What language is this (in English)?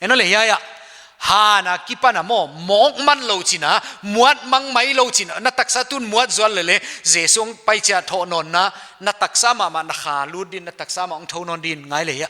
Paite Chin